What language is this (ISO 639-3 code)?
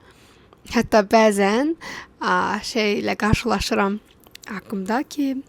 aze